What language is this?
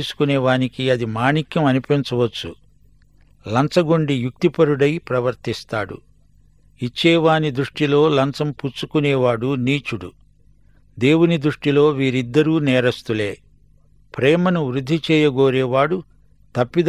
Telugu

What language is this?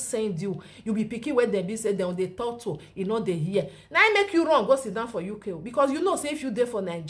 Nigerian Pidgin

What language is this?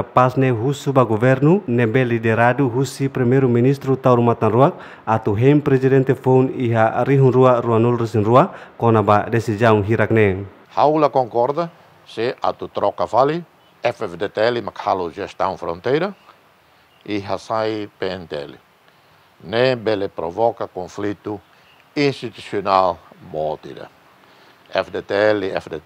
Tetum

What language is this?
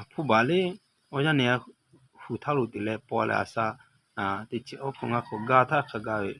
Lahu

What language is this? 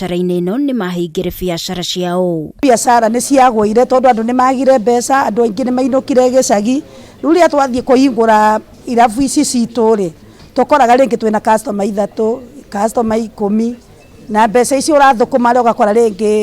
Kikuyu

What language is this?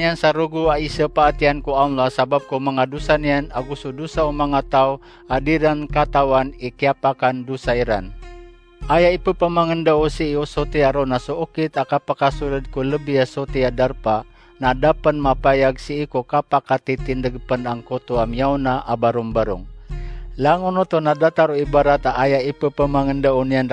Maranao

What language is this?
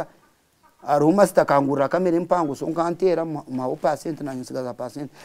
Nyankole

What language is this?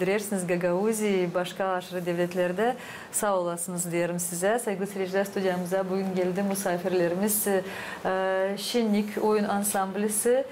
Gagauz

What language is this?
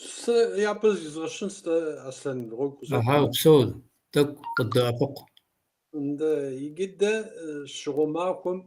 Kabardian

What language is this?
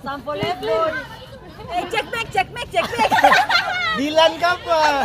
Ambonese Malay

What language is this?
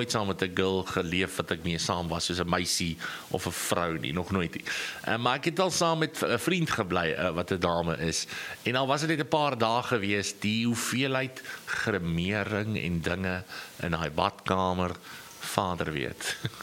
Afrikaans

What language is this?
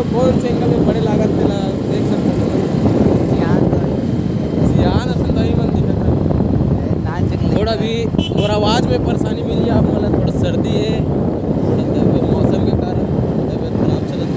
Chhattisgarhi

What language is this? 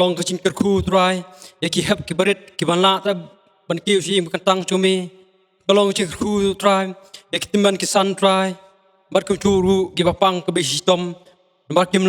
Khasi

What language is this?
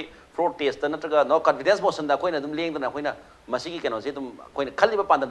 Manipuri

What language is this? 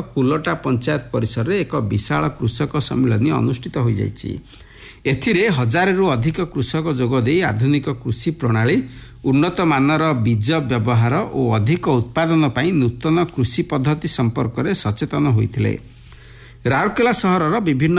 Odia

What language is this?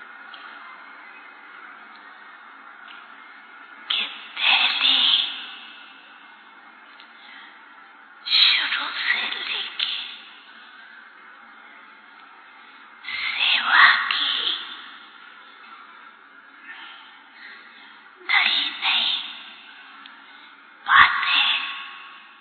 Hindi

